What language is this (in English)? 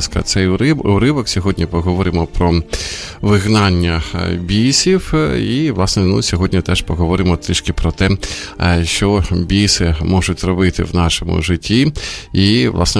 Ukrainian